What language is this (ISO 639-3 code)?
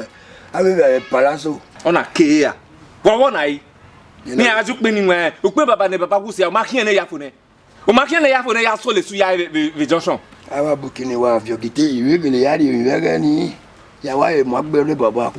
bin